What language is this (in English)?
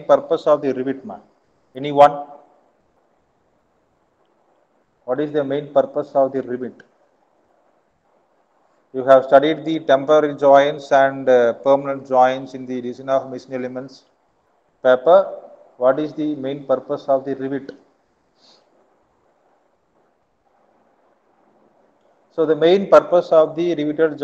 English